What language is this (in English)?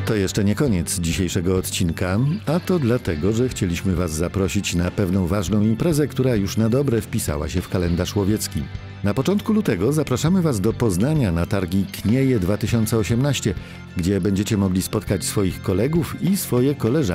Polish